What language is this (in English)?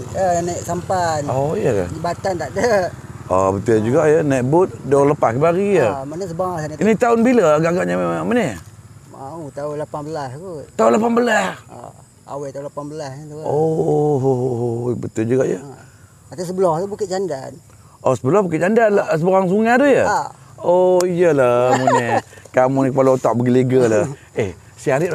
Malay